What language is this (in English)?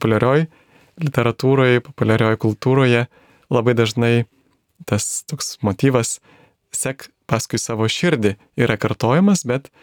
Lithuanian